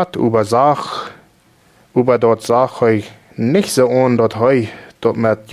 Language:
Plautdietsch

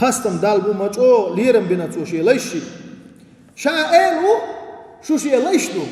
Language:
Chechen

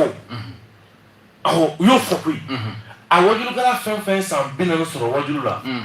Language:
Bambara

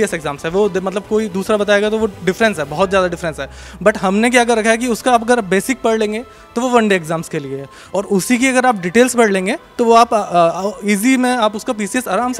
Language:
Hindi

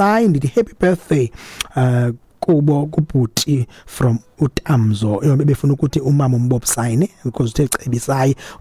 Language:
Xhosa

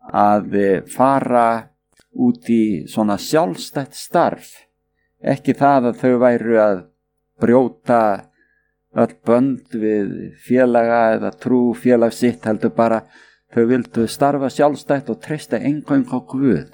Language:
Icelandic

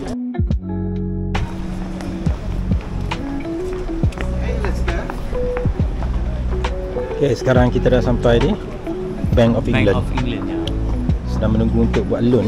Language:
Malay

